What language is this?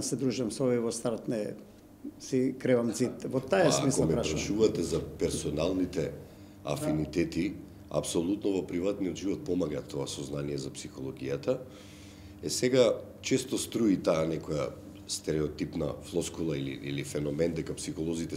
Macedonian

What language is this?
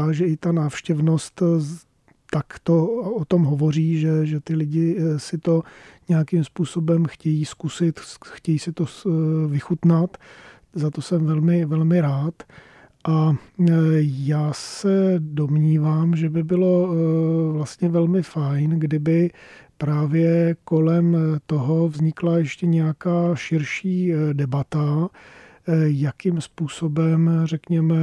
Czech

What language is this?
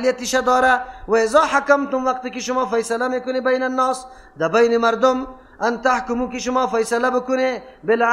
Persian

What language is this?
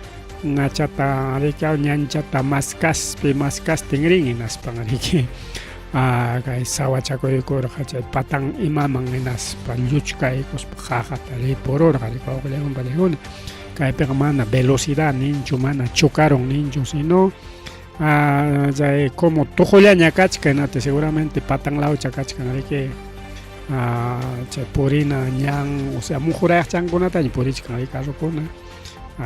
Ayacucho Quechua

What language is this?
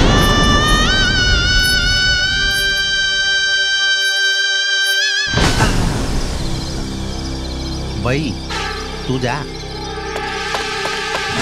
Gujarati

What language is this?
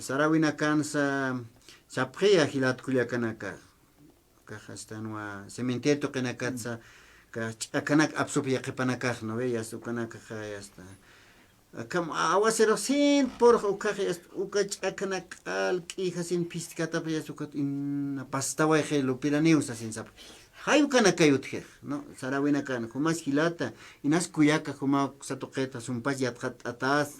Aymara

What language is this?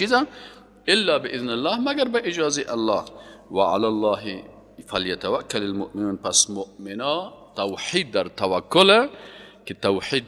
Persian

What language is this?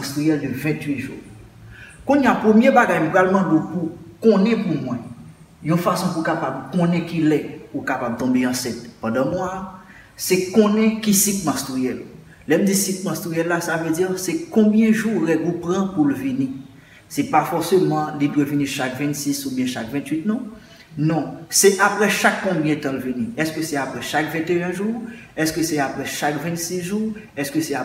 Haitian Creole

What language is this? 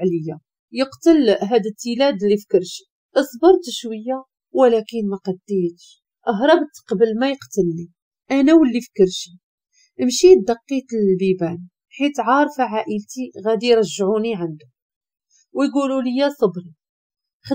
Moroccan Arabic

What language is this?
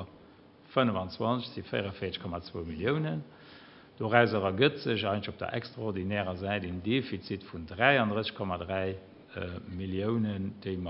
Luxembourgish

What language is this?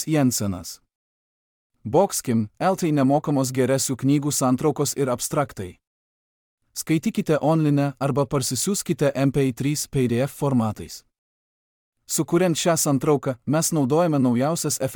Lithuanian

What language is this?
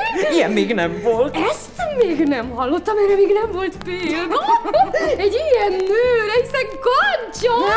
Hungarian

